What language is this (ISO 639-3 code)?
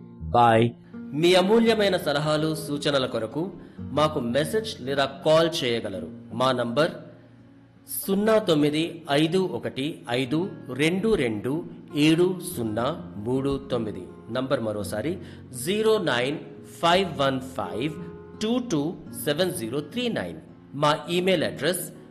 tel